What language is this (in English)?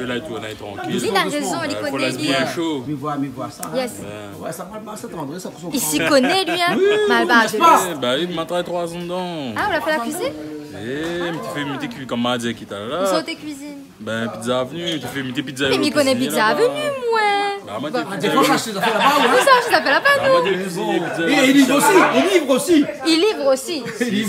Réunion Creole French